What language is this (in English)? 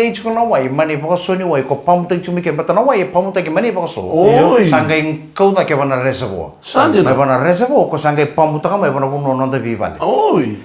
Fijian